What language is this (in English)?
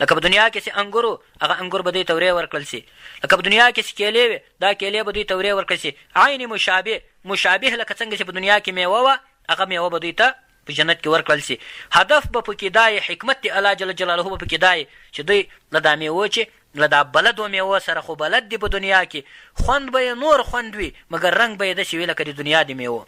Pashto